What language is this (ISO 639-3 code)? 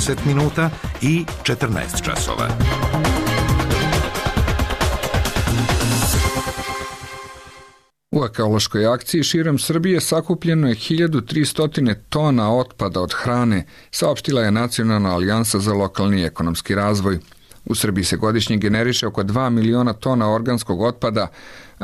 srp